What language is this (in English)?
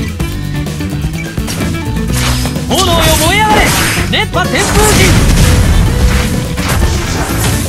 Japanese